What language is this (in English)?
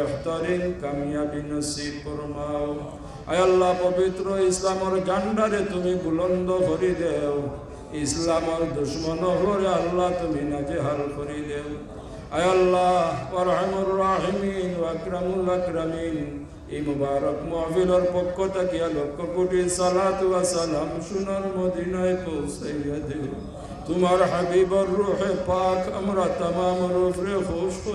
Sylheti